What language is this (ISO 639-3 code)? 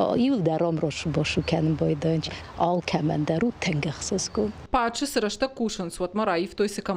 oss